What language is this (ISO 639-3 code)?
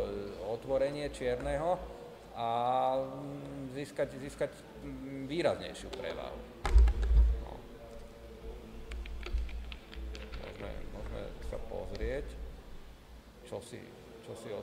slk